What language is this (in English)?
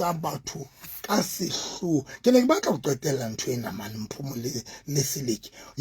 Southern Sotho